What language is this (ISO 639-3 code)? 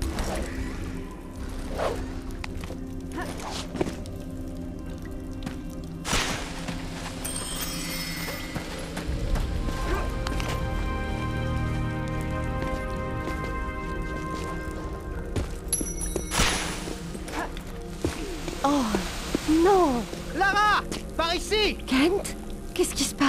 fra